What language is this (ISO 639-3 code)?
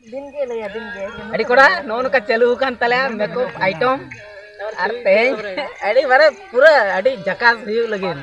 sat